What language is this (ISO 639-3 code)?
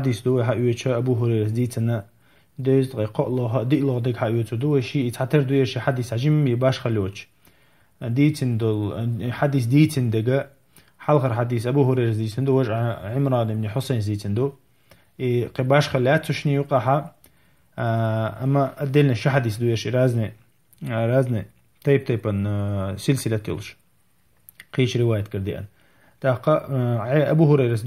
che